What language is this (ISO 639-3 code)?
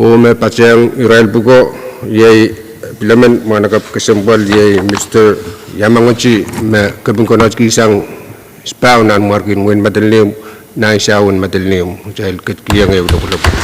pon